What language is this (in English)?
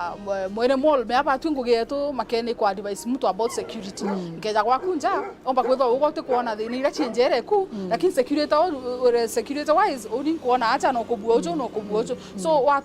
Meru